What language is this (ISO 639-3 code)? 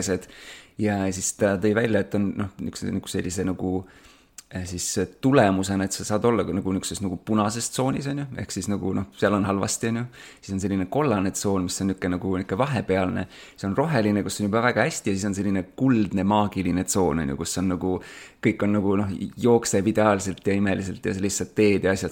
est